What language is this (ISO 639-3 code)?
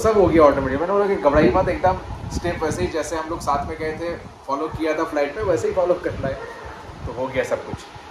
hin